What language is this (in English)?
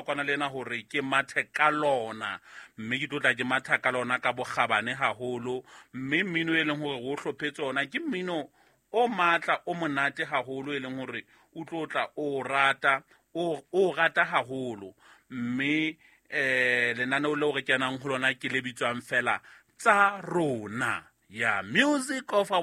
Southern Sotho